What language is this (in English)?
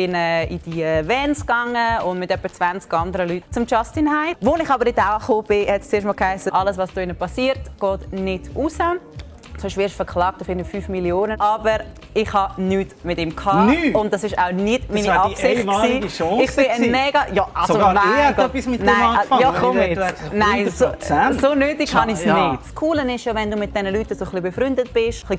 Swiss German